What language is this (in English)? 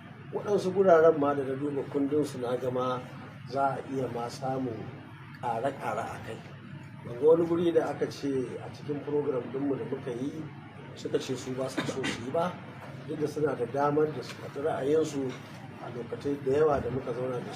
Hausa